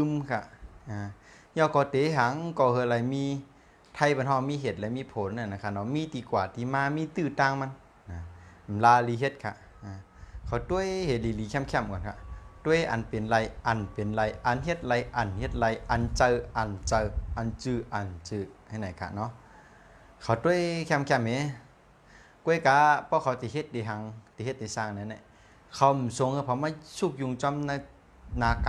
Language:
Shan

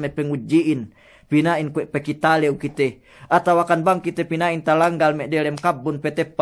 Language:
Yakan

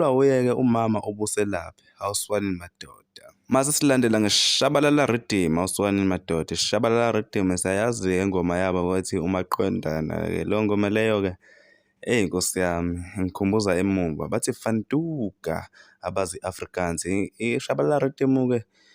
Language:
Zulu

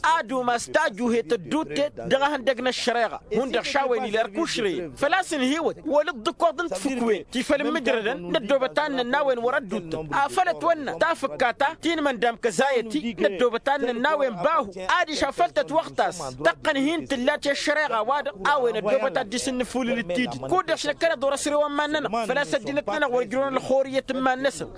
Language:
Tamasheq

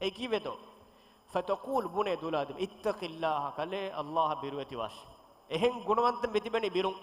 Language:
Divehi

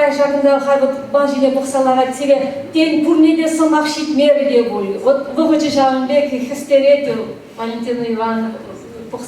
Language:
Chuvash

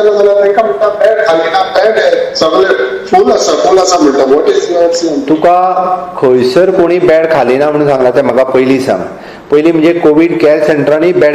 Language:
Konkani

